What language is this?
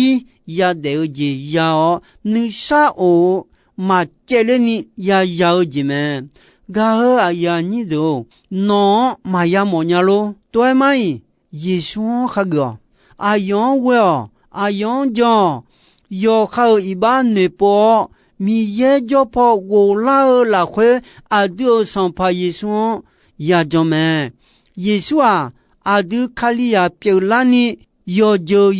Akha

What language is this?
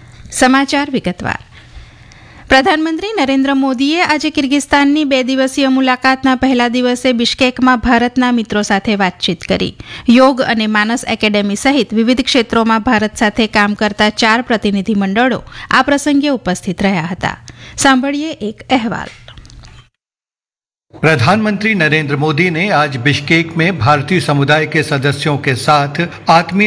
Gujarati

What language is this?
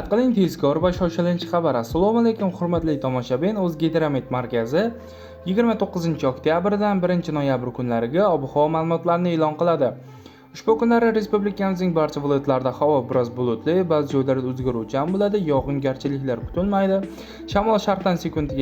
Uzbek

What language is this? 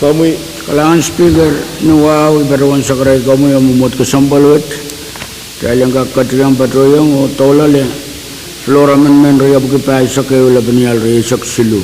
Pohnpeian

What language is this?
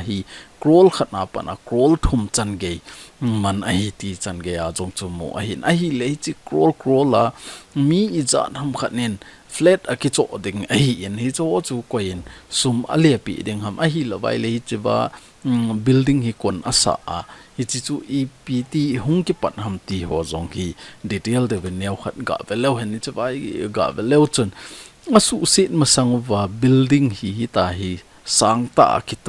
Thado Chin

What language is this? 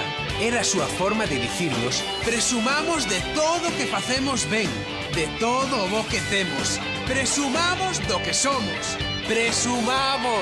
Galician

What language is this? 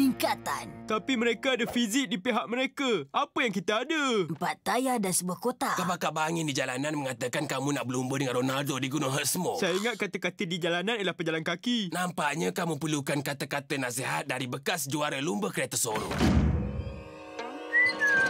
Malay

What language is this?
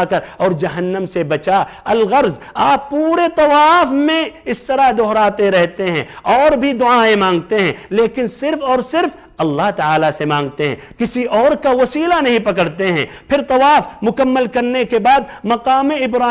Urdu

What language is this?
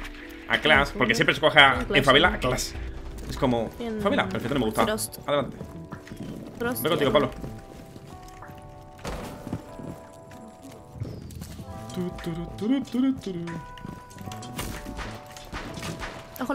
Spanish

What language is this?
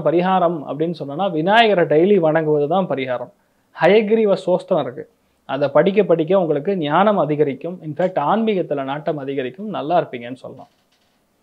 Tamil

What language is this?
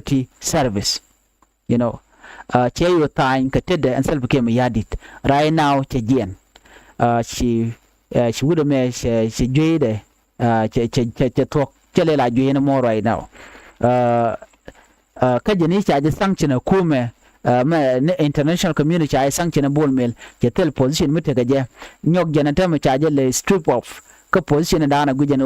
Nuer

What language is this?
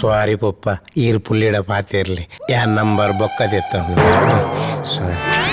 Tulu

